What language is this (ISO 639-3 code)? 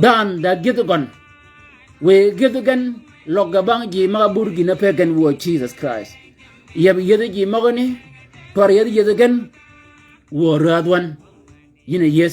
shk